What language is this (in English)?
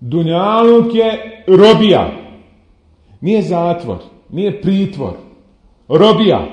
Bosnian